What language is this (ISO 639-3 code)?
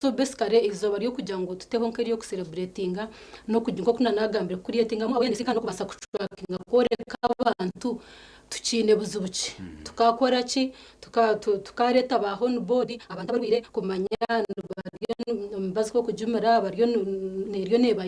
nyn